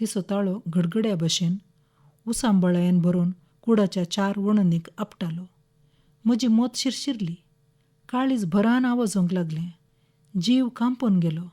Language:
Konkani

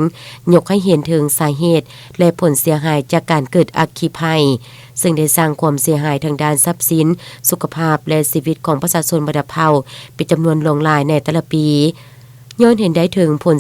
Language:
Lao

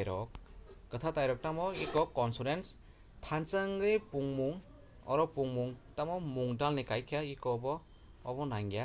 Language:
Kok Borok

